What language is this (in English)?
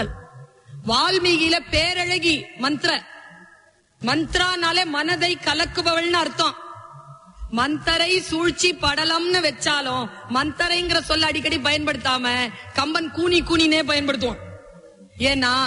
Tamil